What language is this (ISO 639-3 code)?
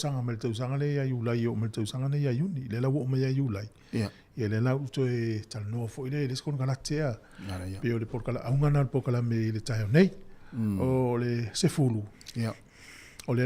smo